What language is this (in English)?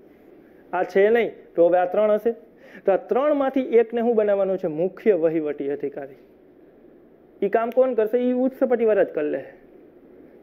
Gujarati